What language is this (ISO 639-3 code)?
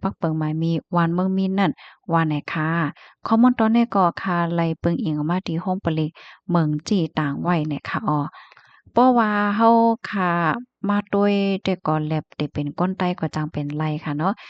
shn